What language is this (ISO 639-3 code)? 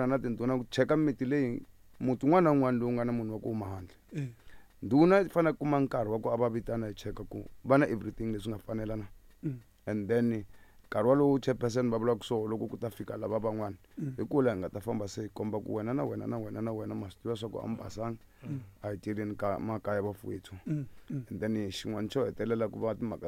tso